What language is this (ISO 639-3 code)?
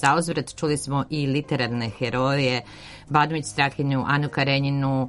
srp